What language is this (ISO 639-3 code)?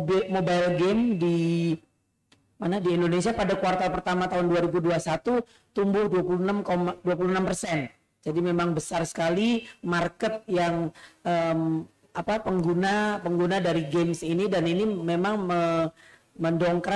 ind